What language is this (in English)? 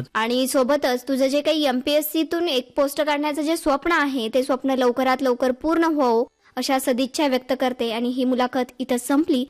Marathi